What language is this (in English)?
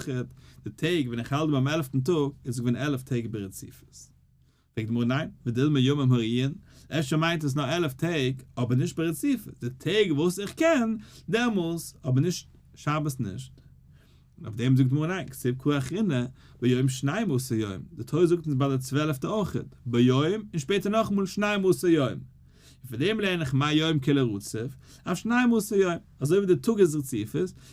Yiddish